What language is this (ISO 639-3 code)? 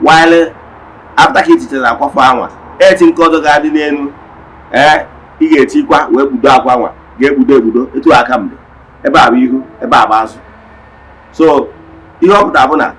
ibo